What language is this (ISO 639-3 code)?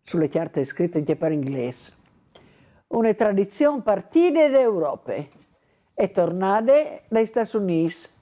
fur